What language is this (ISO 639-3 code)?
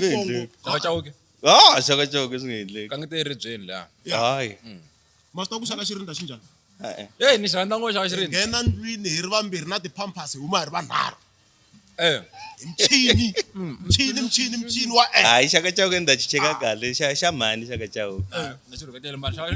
tso